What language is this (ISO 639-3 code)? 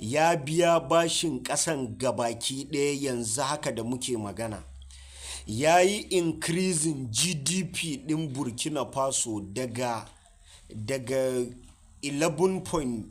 hau